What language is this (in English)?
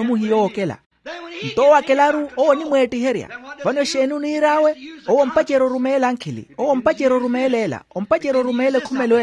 Makhuwa